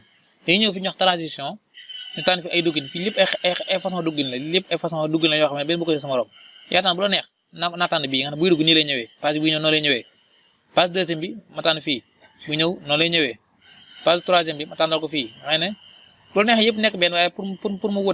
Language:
Wolof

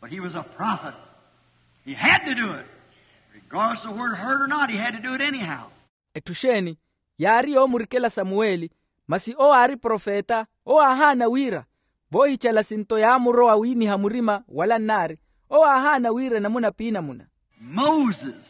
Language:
Makhuwa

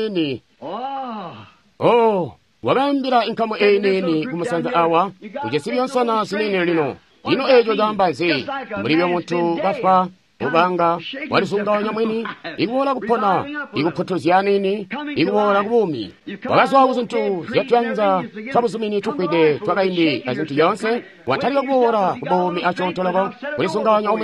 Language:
Tonga (Zambia)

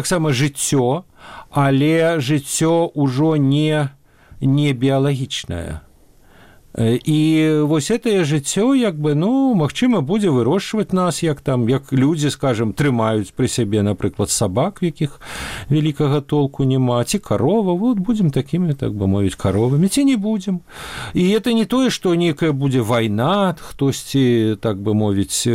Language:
Belarusian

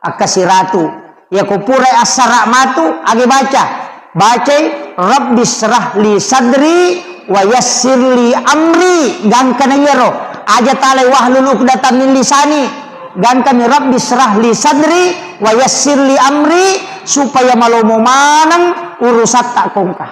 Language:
Buginese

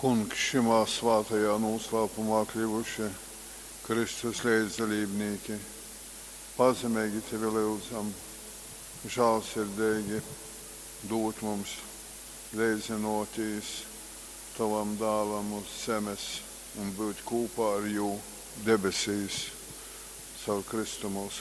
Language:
Latgalian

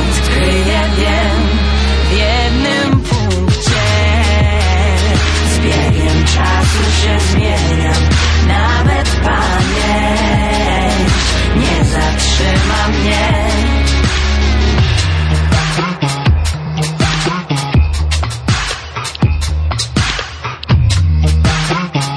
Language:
Polish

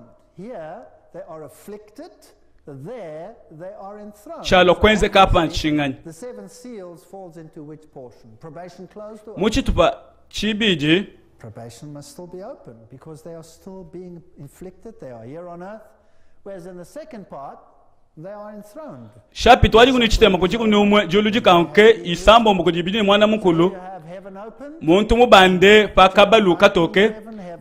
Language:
Luba-Lulua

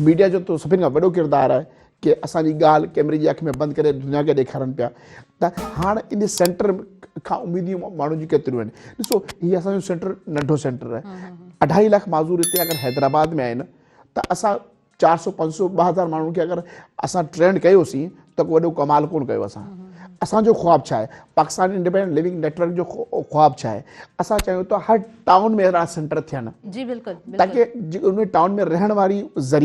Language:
Sindhi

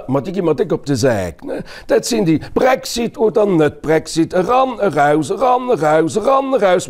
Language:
Luxembourgish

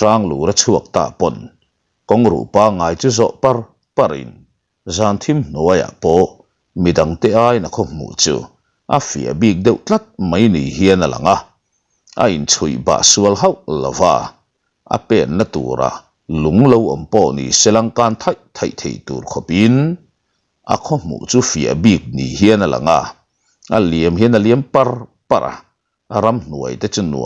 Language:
Mizo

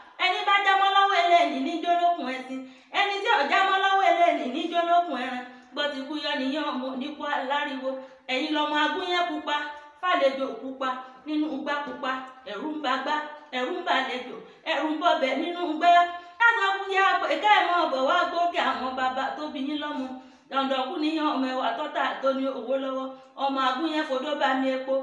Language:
Yoruba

